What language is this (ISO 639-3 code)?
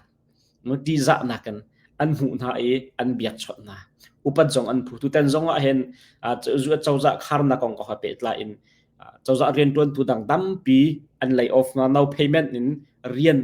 cnh